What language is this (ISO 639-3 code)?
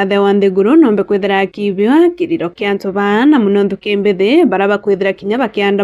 mer